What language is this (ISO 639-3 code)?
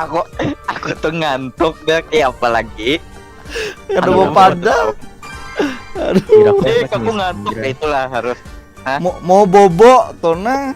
bjn